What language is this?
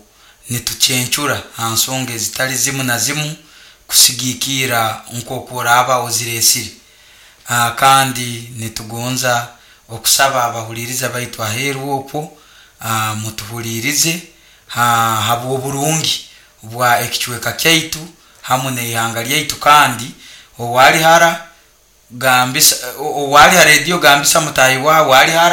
Nyoro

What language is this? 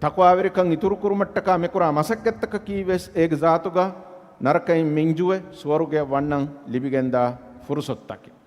Divehi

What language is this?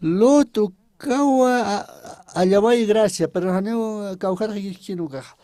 Aymara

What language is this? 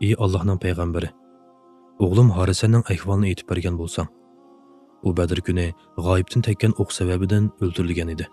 Uyghur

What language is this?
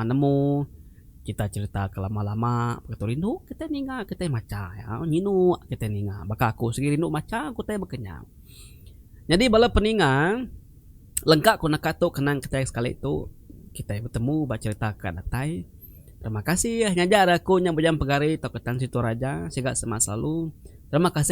Iban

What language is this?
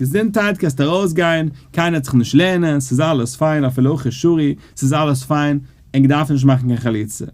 Yiddish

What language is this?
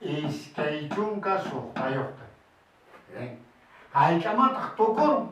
Quechua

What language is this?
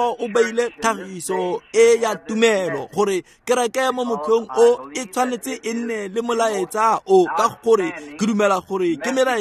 Tswana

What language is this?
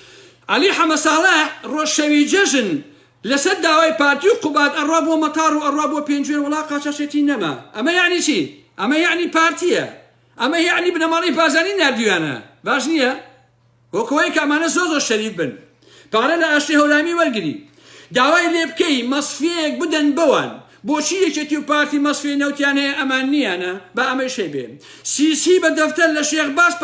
Central Kurdish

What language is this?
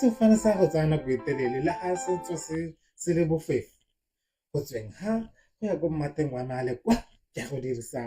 Tswana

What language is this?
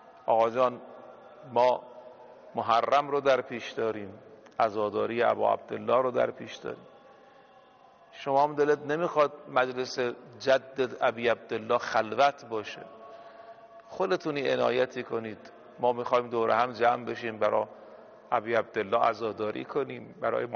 Persian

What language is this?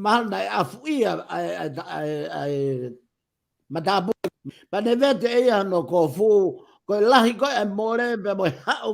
Tongan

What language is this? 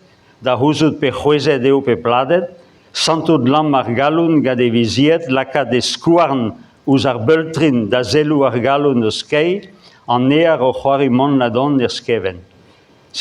Breton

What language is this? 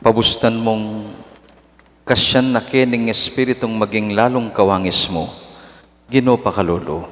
Pampanga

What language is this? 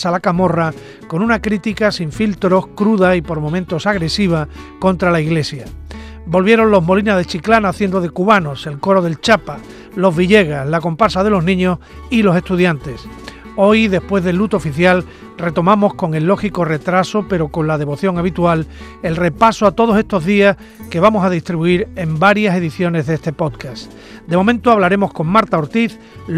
Spanish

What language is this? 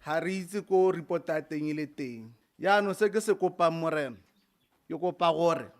Tswana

